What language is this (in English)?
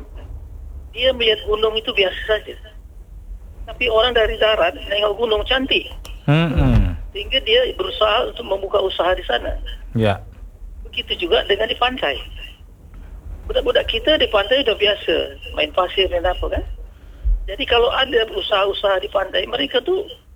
Indonesian